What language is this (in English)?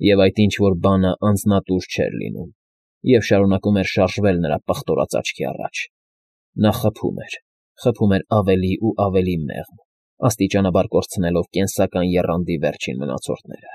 Armenian